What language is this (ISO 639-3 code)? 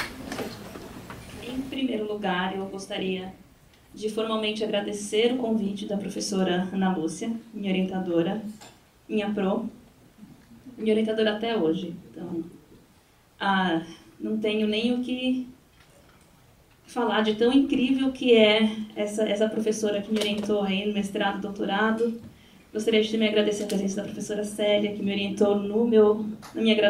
por